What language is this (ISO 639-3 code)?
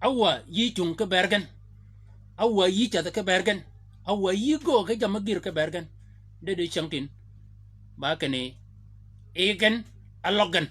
shk